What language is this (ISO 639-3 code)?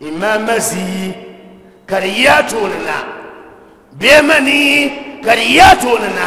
dag